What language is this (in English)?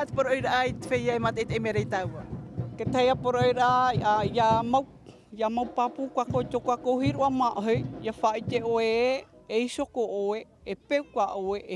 Tahitian